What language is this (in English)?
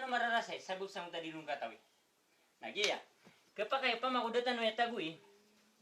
Maranao